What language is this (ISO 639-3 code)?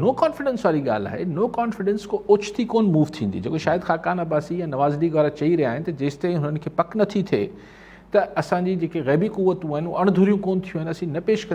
snd